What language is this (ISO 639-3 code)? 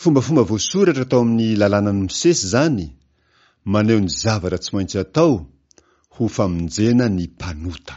mlg